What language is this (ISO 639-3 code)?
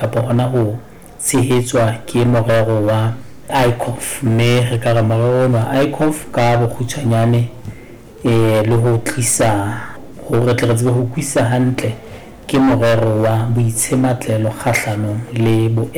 sot